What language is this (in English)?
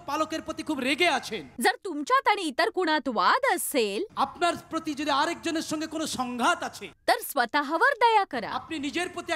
Marathi